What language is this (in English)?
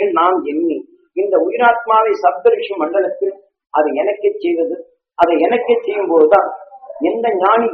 Tamil